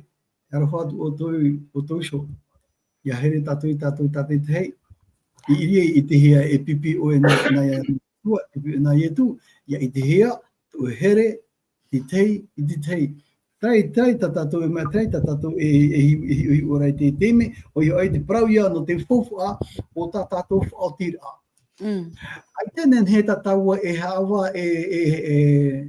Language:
Tahitian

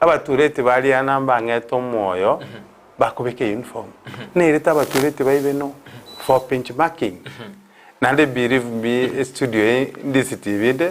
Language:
Gusii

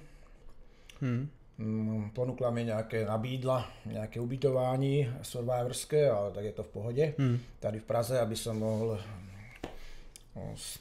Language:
Slovak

